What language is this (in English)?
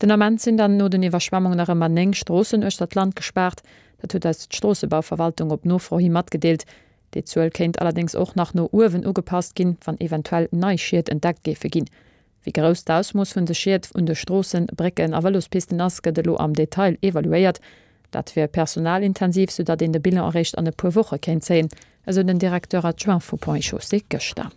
Luxembourgish